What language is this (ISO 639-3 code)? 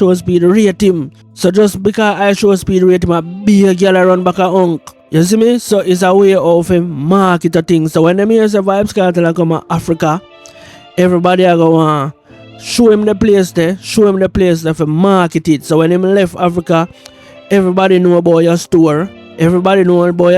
jam